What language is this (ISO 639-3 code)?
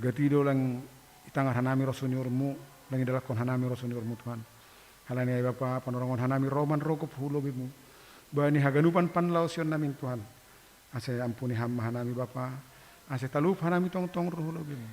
bts